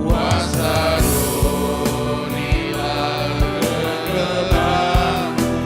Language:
Batak Karo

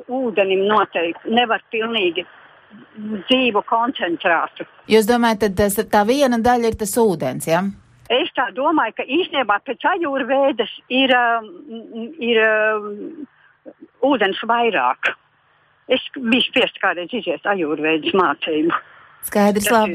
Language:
Latvian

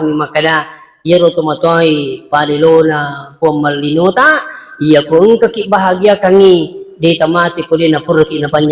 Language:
Buginese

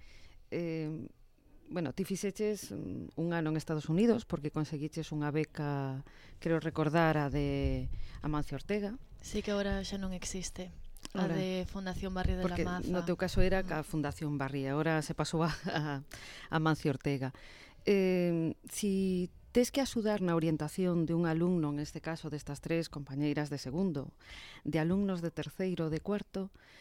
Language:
Galician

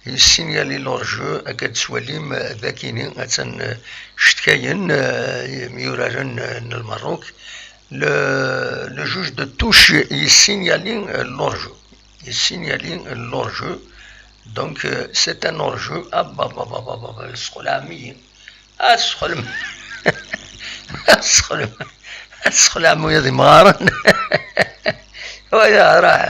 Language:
Kabyle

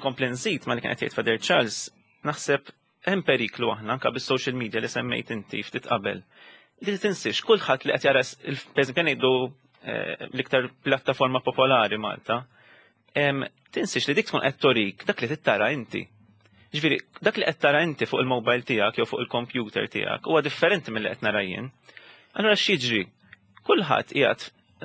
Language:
Maltese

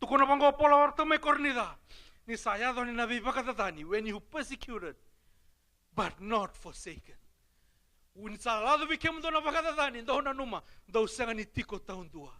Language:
Fijian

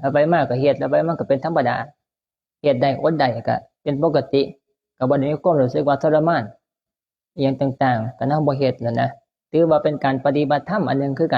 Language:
Northeastern Thai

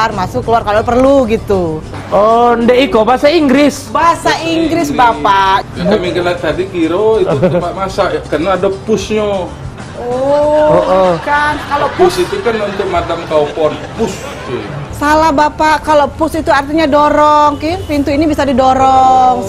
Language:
Musi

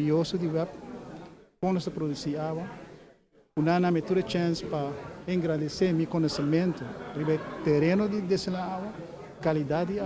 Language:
Papiamento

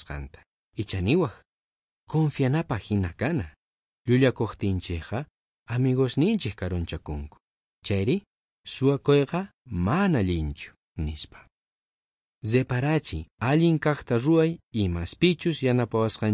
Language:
South Bolivian Quechua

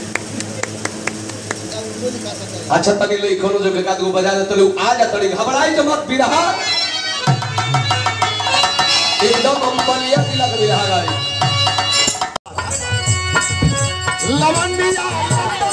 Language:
Bhojpuri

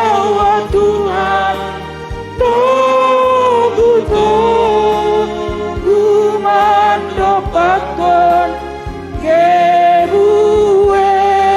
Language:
Batak Simalungun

